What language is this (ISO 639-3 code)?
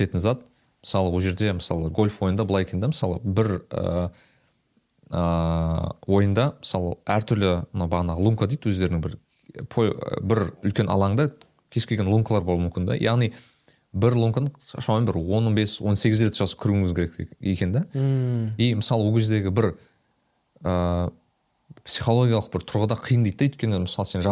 kaz